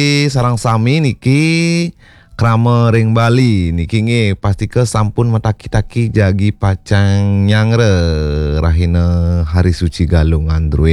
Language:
Balinese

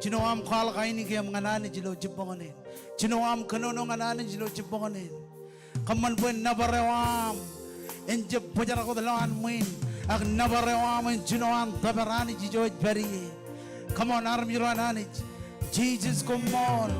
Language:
Marshallese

